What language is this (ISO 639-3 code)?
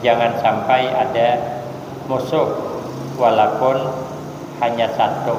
bjn